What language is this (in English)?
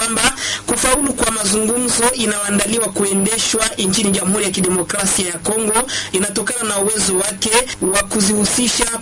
Swahili